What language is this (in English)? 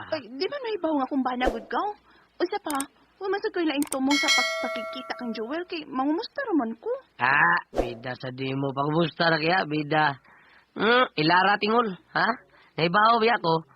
Cebuano